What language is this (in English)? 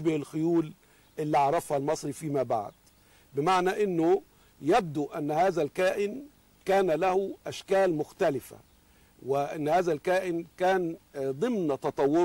Egyptian Arabic